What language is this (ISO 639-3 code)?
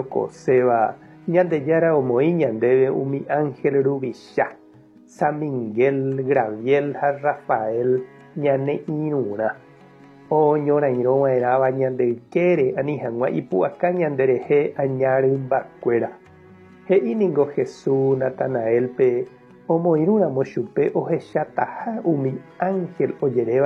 grn